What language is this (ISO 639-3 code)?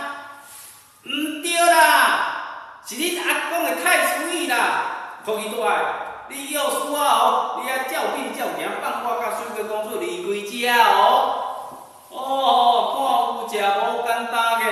nan